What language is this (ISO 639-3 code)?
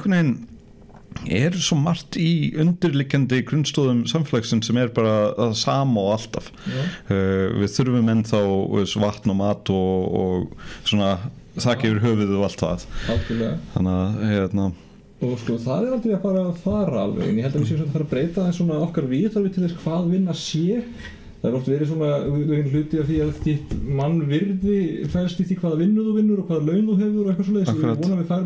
isl